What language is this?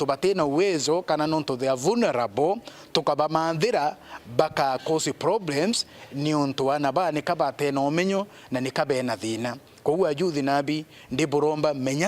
Meru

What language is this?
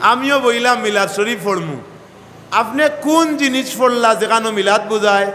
Sylheti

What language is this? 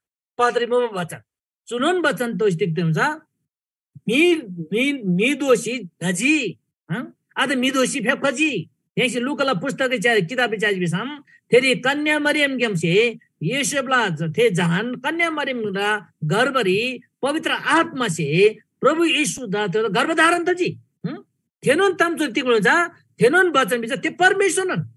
Eastern Tamang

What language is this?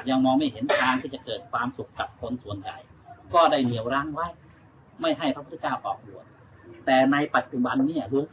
Thai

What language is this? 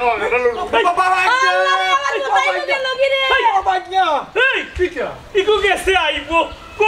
Sylheti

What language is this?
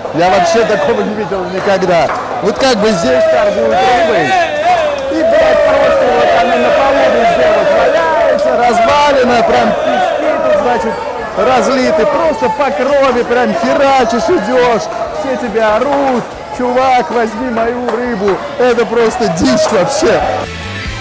Russian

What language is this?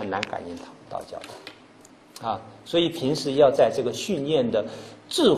Chinese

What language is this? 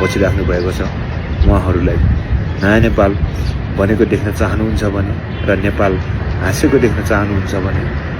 Nepali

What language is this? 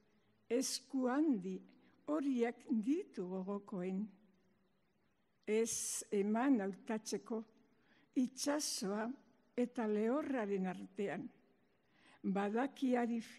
Basque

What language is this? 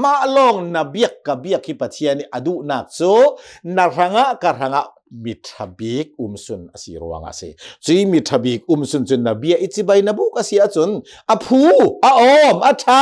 Hakha Chin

